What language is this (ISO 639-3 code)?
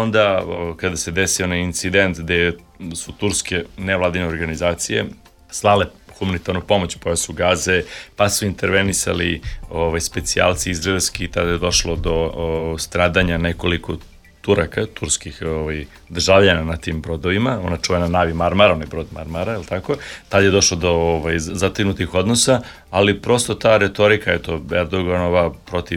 srp